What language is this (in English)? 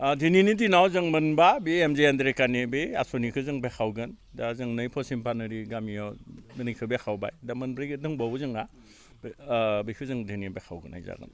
Bodo